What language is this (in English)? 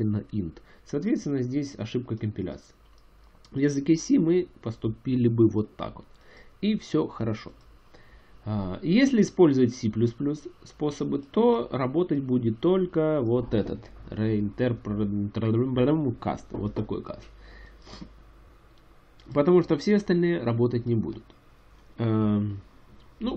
Russian